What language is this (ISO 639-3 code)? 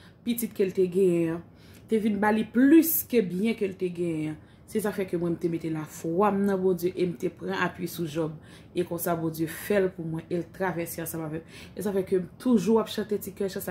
hat